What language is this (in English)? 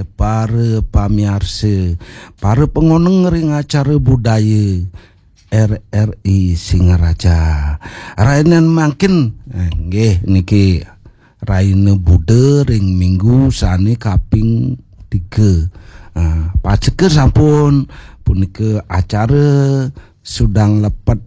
Balinese